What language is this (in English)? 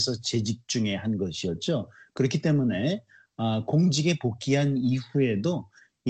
Korean